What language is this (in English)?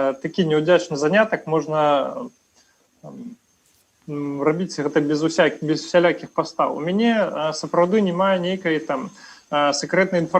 Belarusian